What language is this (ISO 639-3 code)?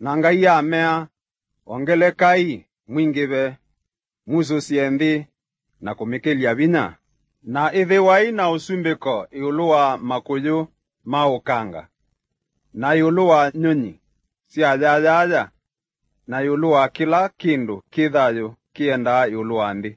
kam